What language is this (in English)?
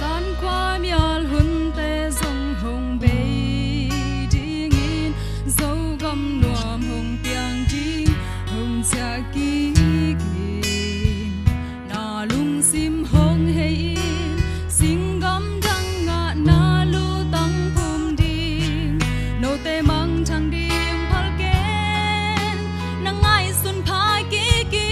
Tedim Chin